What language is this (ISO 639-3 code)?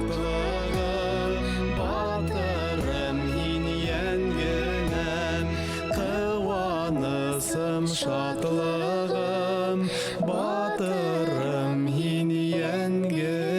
bak